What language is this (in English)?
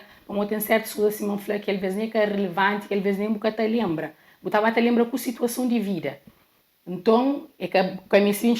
Kabuverdianu